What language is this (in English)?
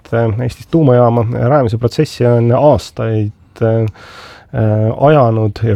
Estonian